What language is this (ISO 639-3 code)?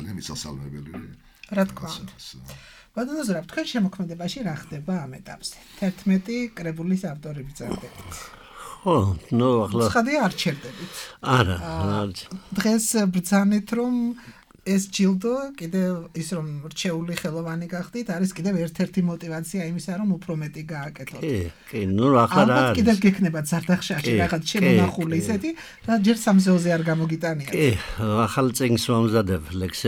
kat